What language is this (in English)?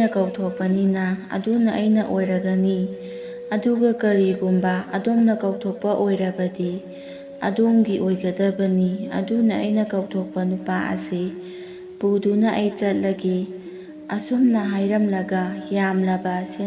Manipuri